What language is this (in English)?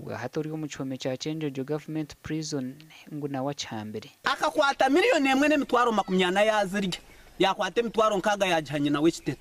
Nyankole